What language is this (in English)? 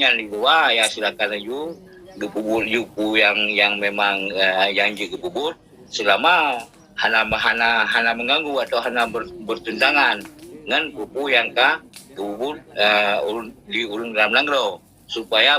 Achinese